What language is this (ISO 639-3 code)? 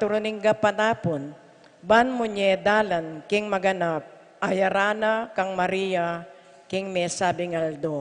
pam